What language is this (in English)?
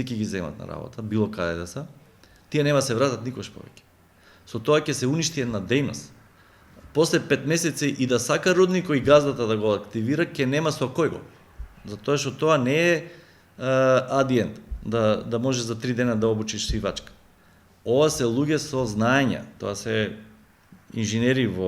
Macedonian